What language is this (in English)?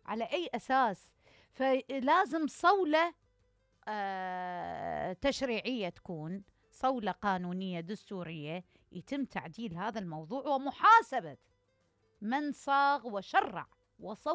Mesopotamian Arabic